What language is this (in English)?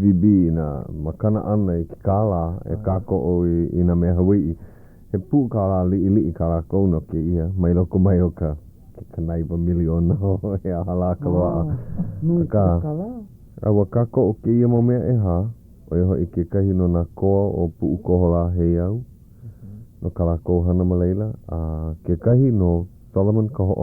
Hawaiian